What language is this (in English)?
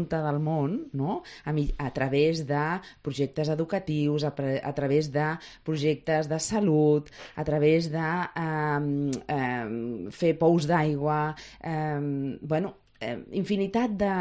Catalan